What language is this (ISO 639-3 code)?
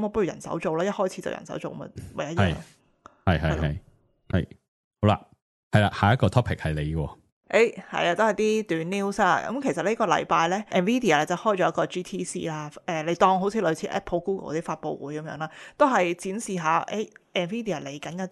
yue